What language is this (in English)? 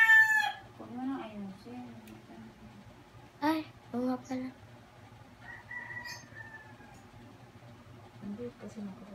Filipino